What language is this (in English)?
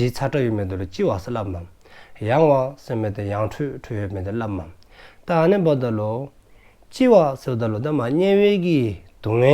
Dzongkha